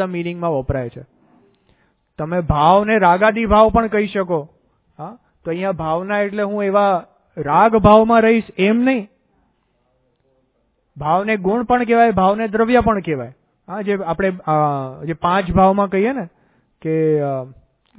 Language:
Gujarati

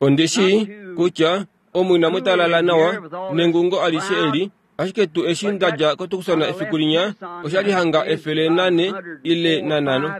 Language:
Kuanyama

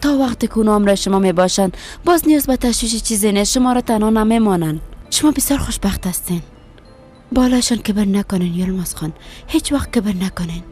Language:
Persian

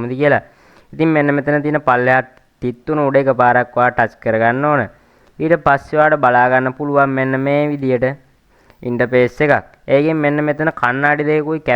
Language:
Sinhala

